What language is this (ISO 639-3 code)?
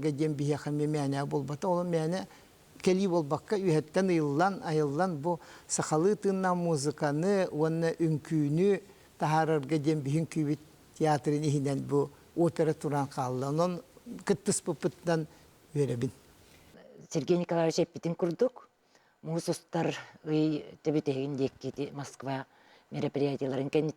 sah